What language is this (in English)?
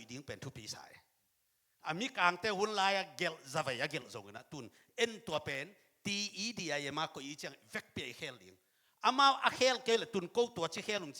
Tedim Chin